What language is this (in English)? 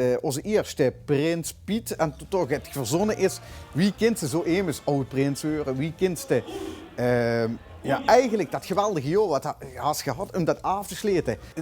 Limburgish